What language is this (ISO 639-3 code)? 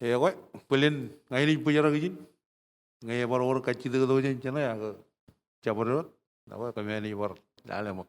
mah